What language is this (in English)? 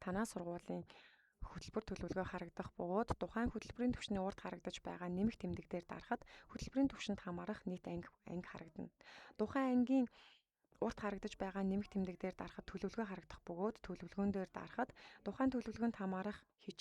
Mongolian